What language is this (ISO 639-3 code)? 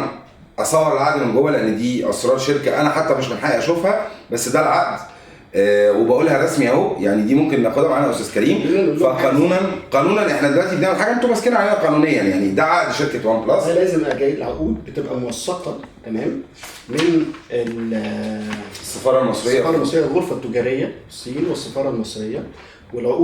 arz